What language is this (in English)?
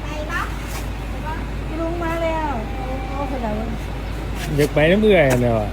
Northeastern Thai